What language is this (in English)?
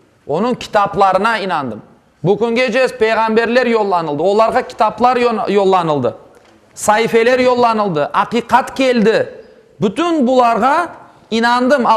Crimean Tatar